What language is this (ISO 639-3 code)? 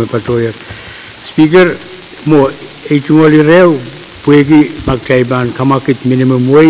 pon